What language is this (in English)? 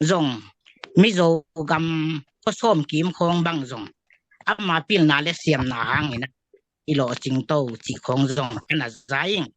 Tedim Chin